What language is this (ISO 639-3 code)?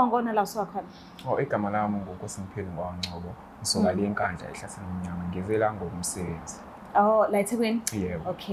zul